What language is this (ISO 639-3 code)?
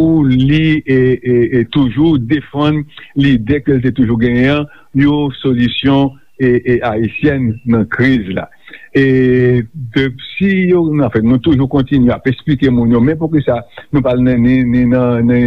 hat